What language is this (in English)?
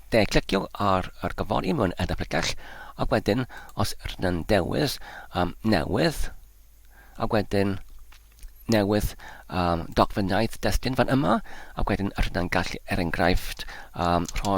Welsh